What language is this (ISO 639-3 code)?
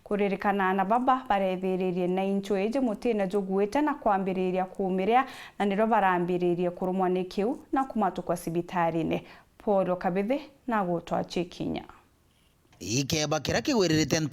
mer